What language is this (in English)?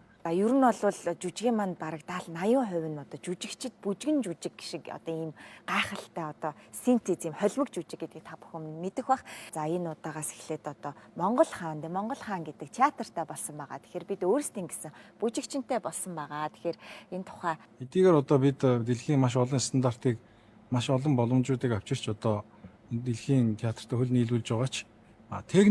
Mongolian